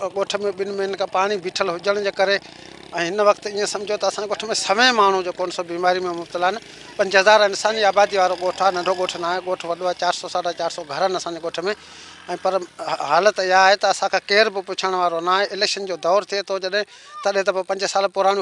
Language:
Sindhi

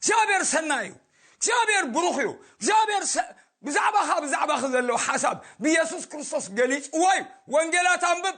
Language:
Tigrinya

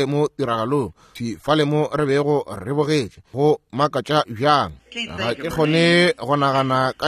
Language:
Northern Sotho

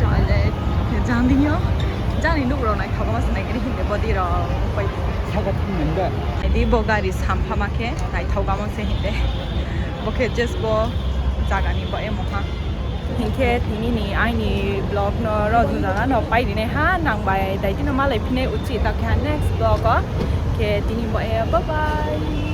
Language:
Kok Borok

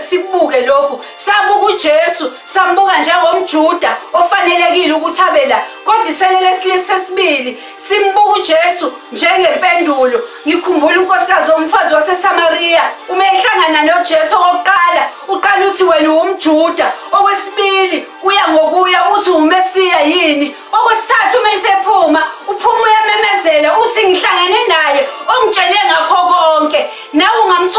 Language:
Zulu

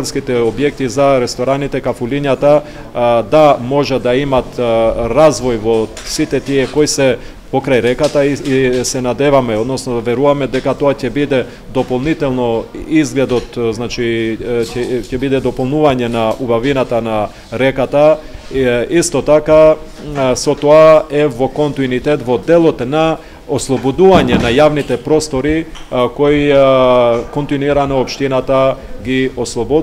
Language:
Macedonian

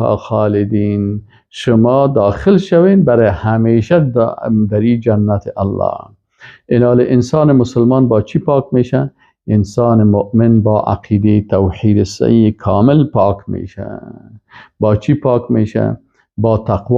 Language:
Persian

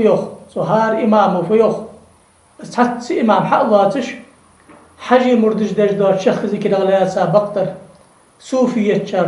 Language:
Ingush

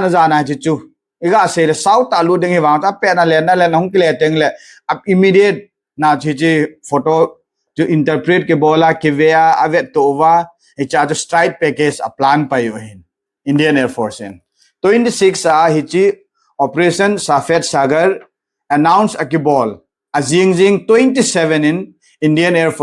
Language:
Thado Chin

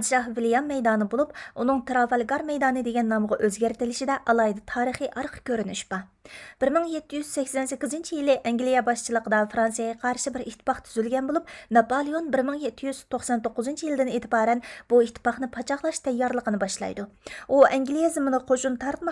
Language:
Uyghur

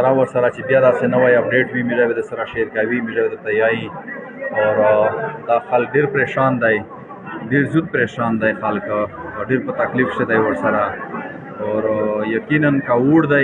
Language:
Pashto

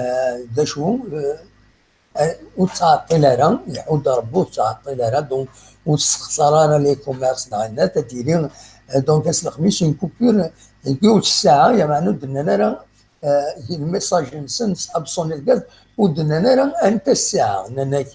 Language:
Kabyle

